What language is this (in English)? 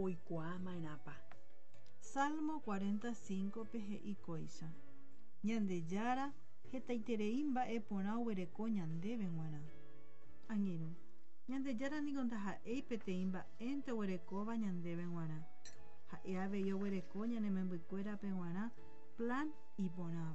Guarani